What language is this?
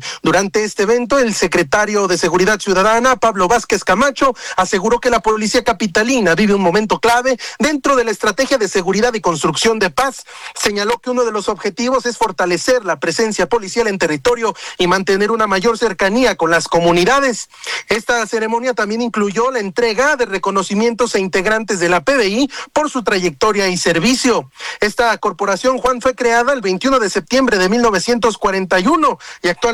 Spanish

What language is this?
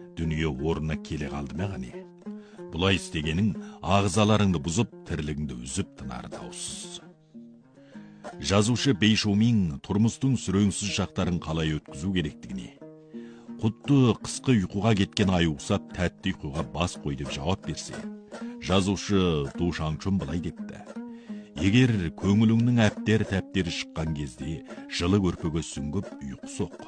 Kazakh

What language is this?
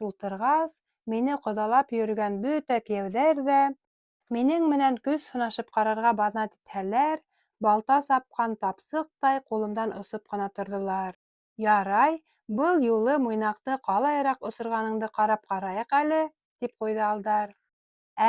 Bashkir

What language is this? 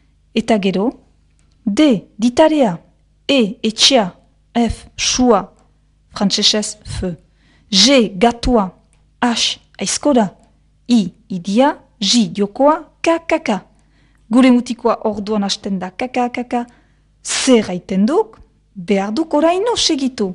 Basque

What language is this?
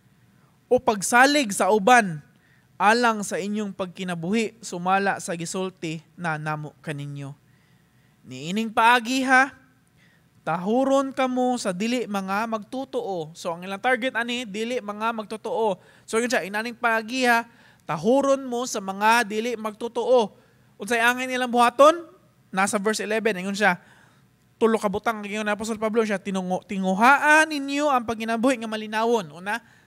Cebuano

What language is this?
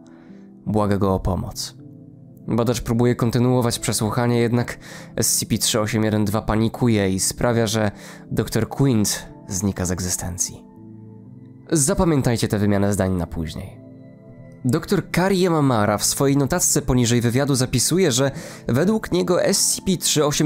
Polish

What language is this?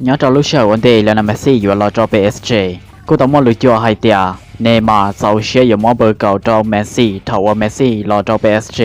Hmong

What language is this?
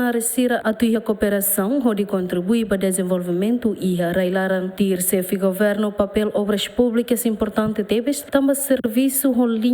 Tetum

